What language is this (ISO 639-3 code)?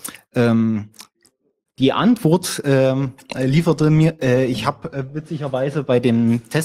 deu